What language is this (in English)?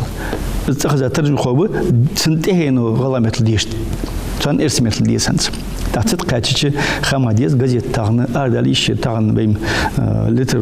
Ingush